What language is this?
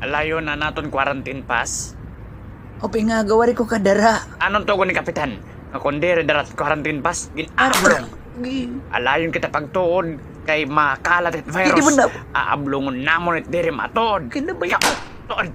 Waray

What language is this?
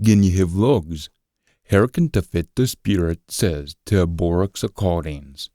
Scots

